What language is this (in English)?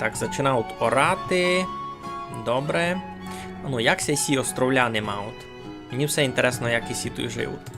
Rusyn